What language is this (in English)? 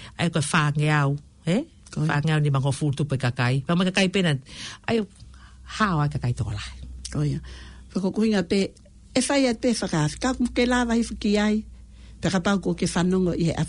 Tongan